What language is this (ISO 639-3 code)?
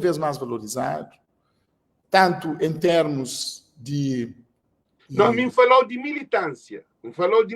kea